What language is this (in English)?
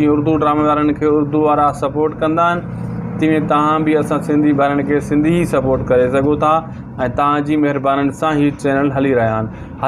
Sindhi